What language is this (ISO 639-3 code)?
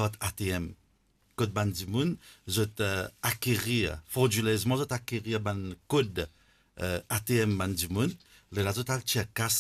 mfe